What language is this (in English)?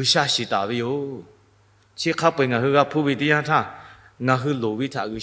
Lahu